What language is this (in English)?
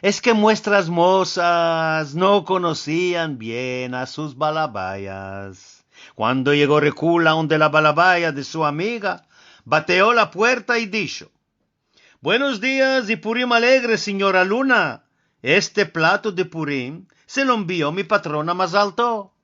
Ladino